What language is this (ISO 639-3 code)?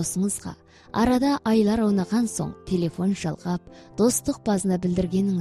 kaz